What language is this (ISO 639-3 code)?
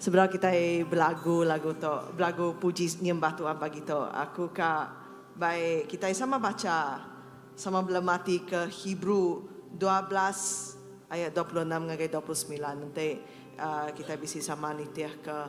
iba